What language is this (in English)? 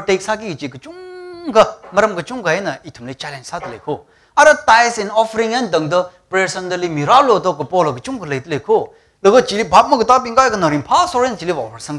Tangkhul Naga (India)